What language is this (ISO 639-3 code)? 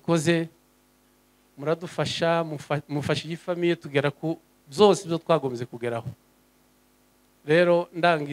kin